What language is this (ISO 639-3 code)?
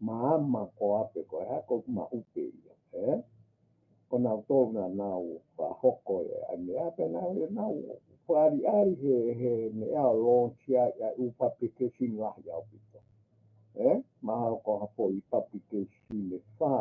ton